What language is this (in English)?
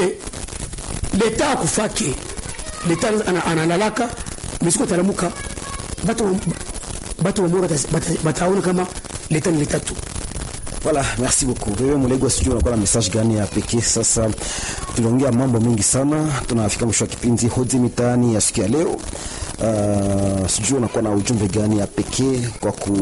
Swahili